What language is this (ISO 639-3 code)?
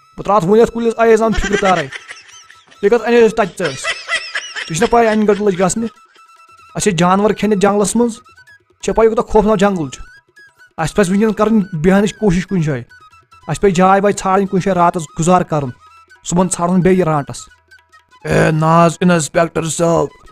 kas